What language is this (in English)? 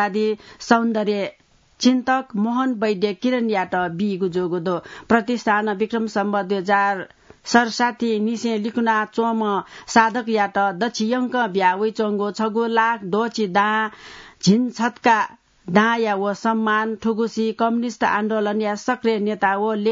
Newari